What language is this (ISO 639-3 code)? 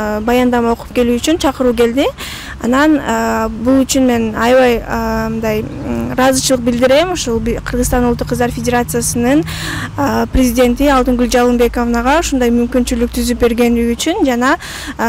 kir